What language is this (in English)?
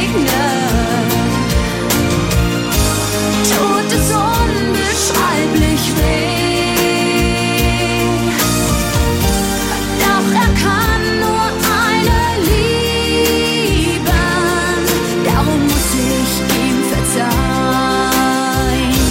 German